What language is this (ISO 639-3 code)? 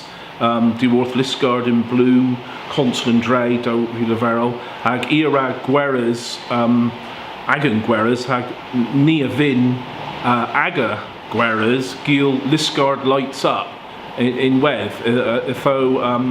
cor